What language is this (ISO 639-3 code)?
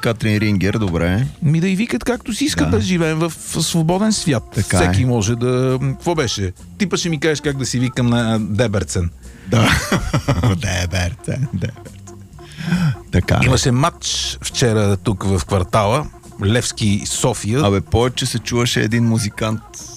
bul